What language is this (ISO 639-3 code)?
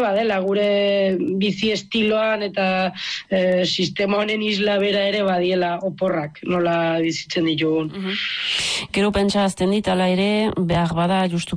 eus